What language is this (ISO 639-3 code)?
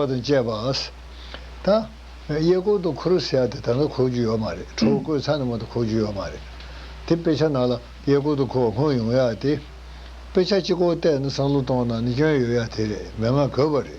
bod